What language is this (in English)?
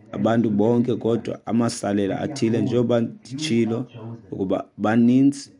Xhosa